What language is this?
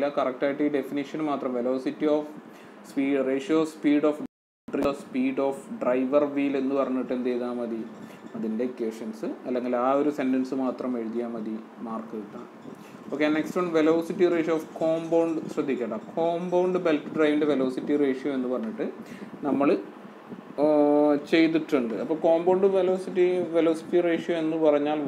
Malayalam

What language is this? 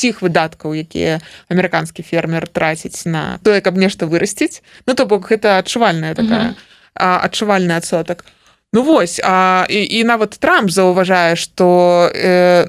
Belarusian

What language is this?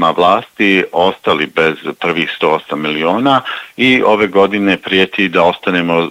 Bosnian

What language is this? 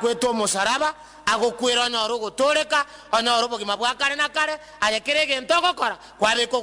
Gusii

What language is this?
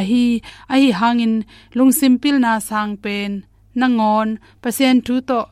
Tedim Chin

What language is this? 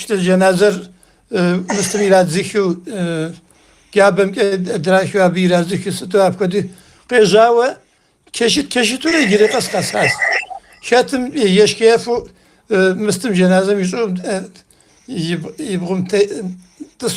Kabardian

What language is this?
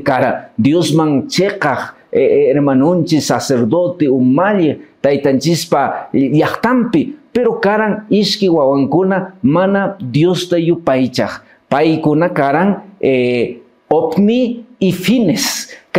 Quechua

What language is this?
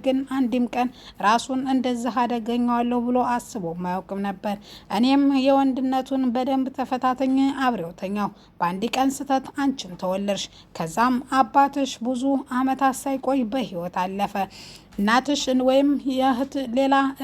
Amharic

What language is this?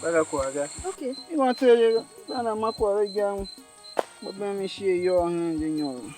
Tiv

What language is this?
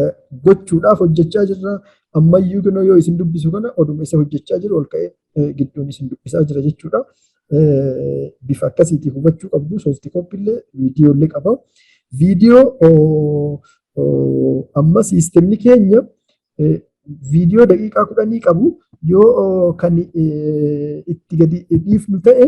Oromo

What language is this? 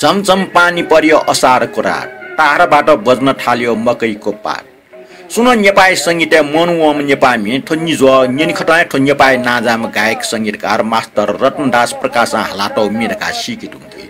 Newari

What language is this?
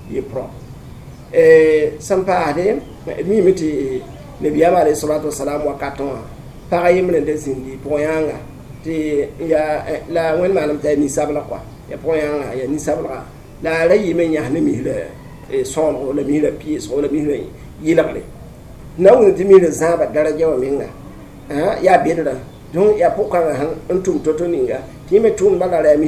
Mossi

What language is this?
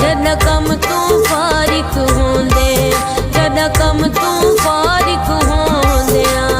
Pahari-Potwari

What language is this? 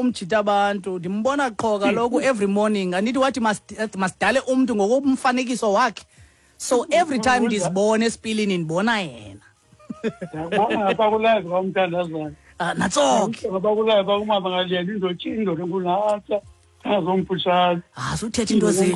Xhosa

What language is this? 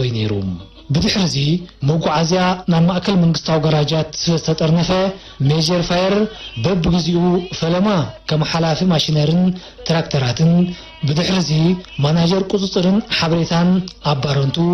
Tigrinya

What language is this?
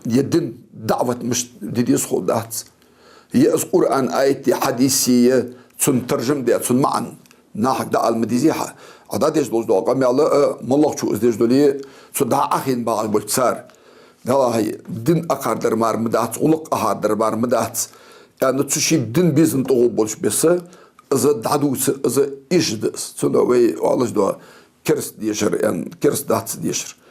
Ingush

